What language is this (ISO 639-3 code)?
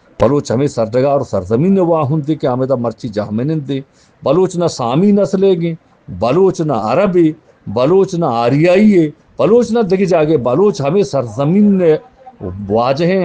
bgp